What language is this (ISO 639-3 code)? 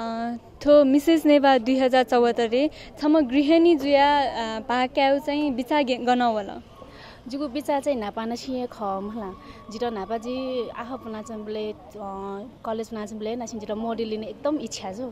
new